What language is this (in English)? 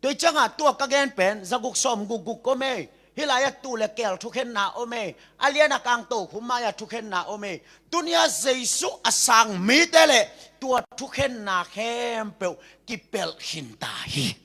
Tedim Chin